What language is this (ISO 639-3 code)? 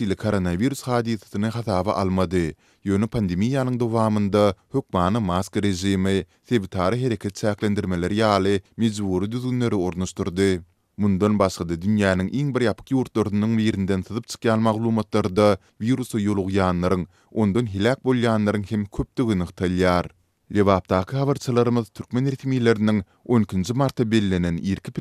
tuk